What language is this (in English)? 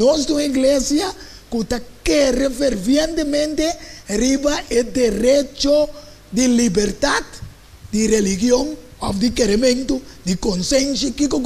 Papiamento